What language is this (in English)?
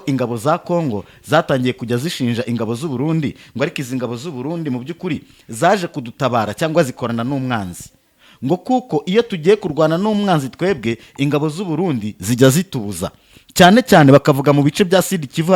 Kinyarwanda